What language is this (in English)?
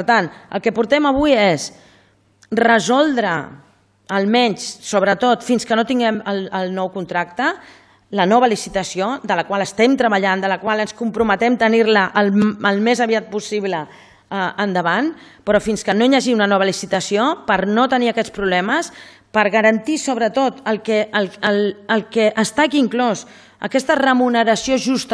Catalan